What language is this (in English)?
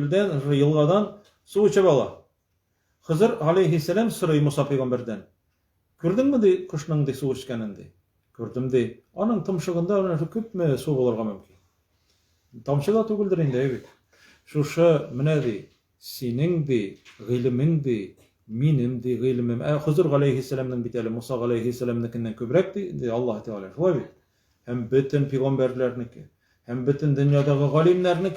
Tatar